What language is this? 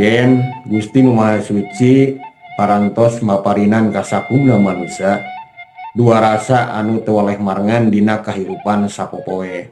Sundanese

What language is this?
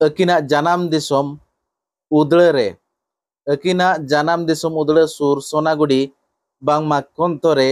Santali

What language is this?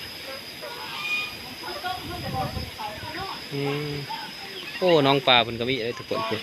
Lao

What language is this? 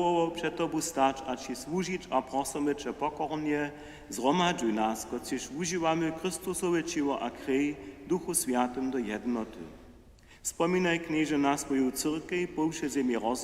Upper Sorbian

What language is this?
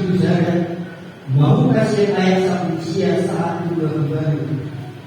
Batak Toba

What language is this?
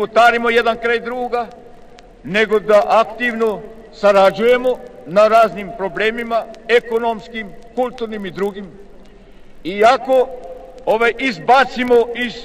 Croatian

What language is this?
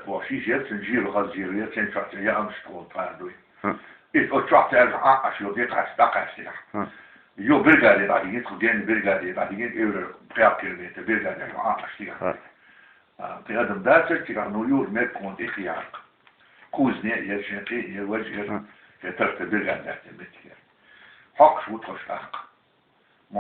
Chechen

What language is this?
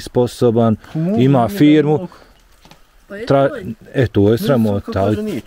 Bosnian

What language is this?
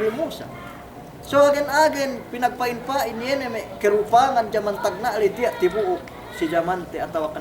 Yakan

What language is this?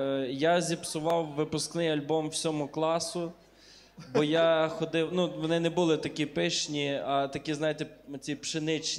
Ukrainian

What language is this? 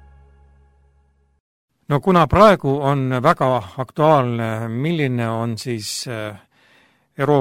Estonian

